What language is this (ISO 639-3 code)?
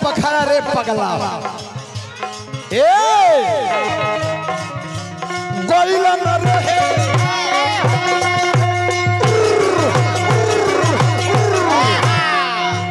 bho